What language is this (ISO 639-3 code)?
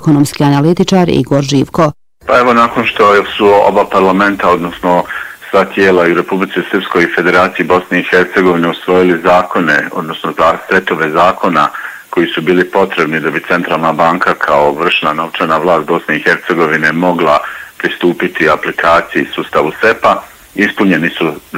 bos